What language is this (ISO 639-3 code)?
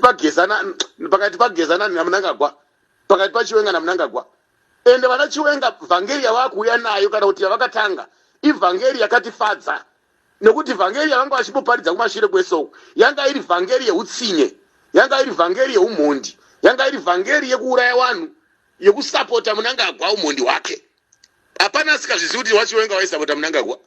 sna